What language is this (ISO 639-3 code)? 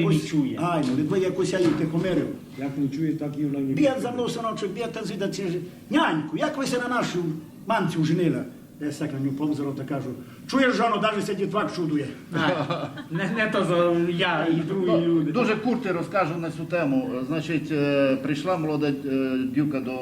rue